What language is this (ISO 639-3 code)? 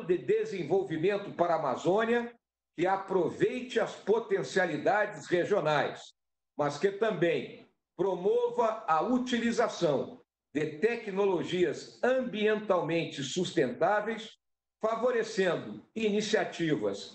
por